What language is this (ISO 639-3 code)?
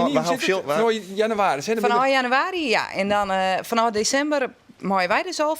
fry